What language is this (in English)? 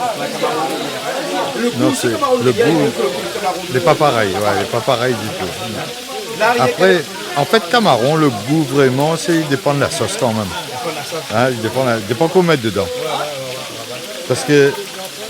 Réunion Creole French